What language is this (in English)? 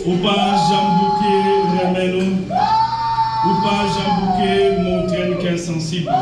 Haitian Creole